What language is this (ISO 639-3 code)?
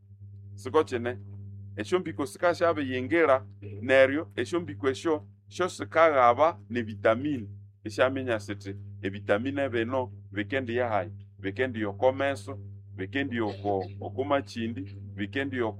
nnb